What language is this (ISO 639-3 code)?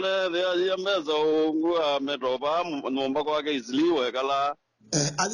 kam